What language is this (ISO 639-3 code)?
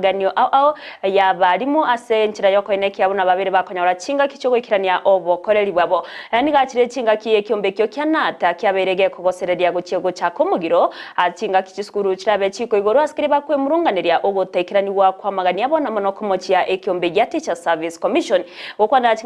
guz